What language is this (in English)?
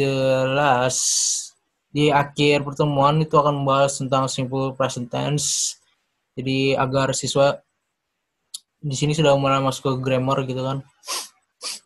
Indonesian